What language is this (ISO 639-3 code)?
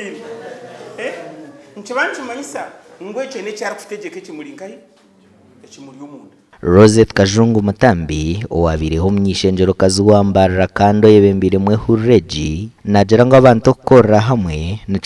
nyn